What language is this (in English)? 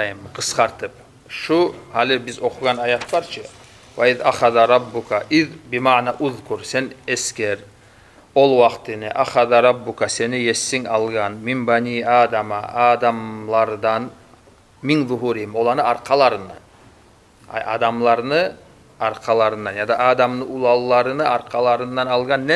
Kumyk